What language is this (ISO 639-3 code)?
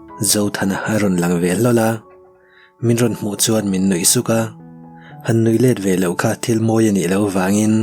lus